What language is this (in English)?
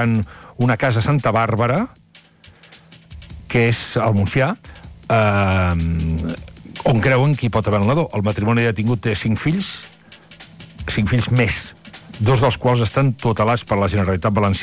Catalan